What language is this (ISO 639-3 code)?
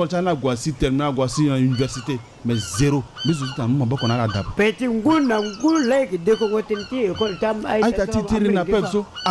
sag